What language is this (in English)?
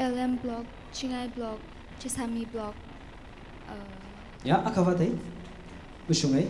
Tangkhul Naga (India)